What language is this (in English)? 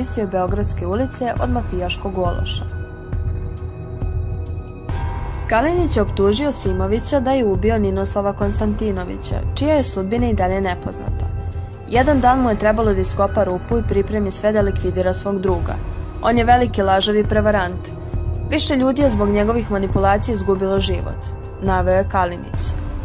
Serbian